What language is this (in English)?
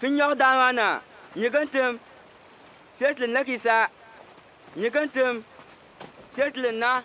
Bimoba